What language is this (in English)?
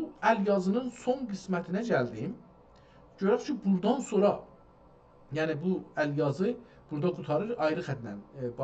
South Azerbaijani